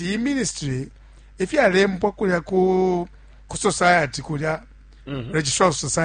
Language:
Bemba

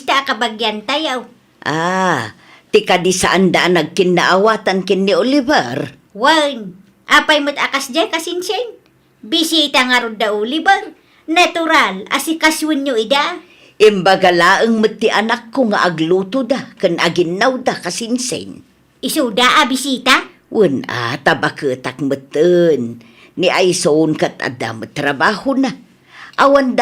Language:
Iloko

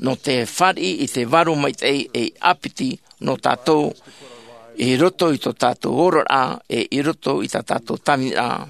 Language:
Tahitian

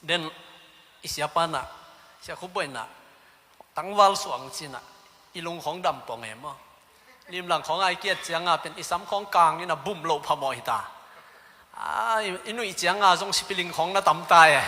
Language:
Tedim Chin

